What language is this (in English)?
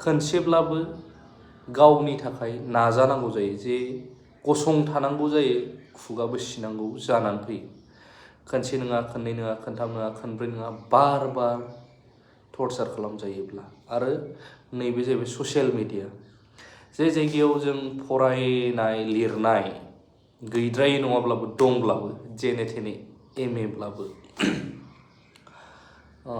Bodo